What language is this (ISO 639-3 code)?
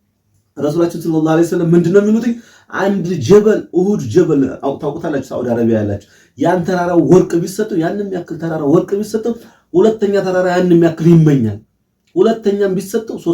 amh